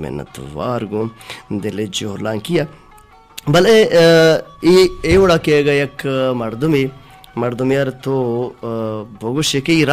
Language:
Baluchi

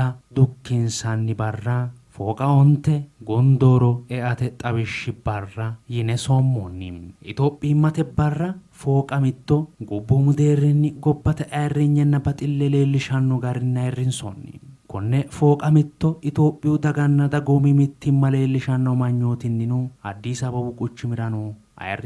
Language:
Sidamo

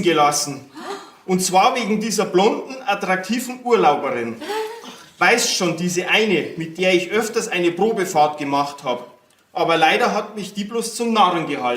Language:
Bavarian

